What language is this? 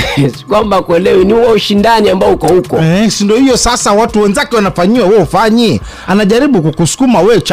Swahili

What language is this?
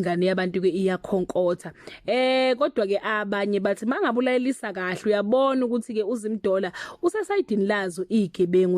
Zulu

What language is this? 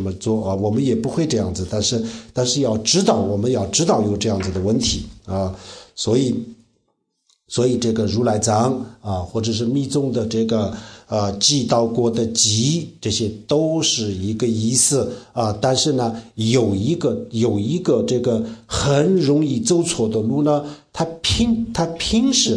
Chinese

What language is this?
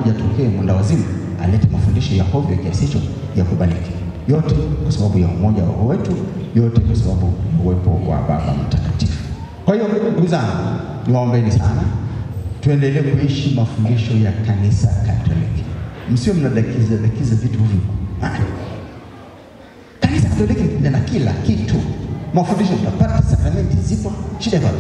Swahili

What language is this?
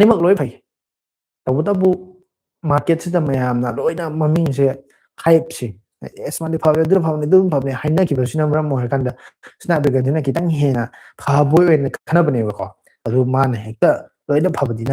Manipuri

